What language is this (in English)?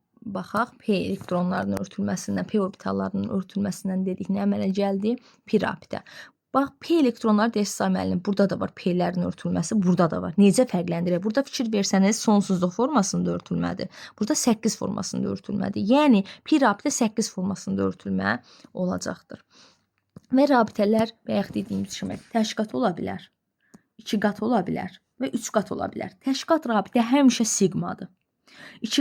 Azerbaijani